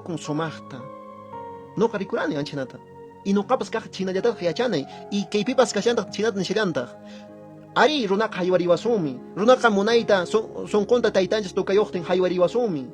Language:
Quechua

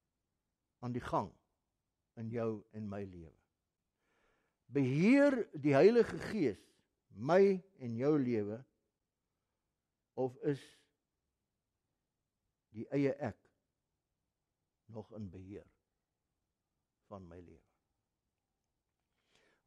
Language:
Afrikaans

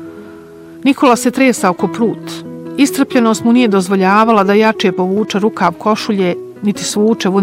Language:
Bosnian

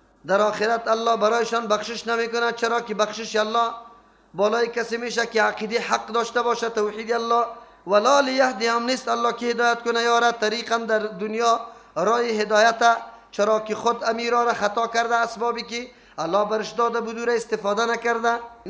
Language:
Persian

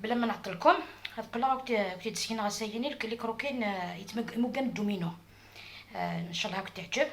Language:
Algerian Arabic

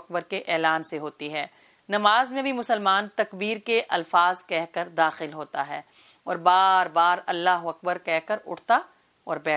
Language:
Urdu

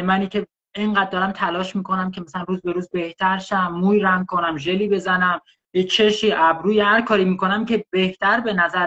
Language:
Persian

